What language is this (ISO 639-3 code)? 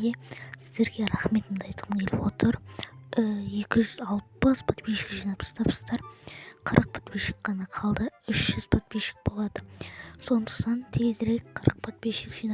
kaz